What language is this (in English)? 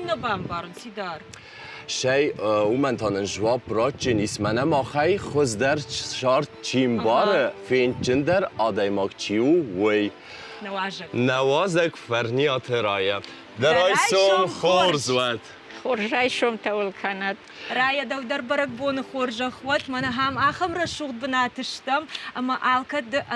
Ossetic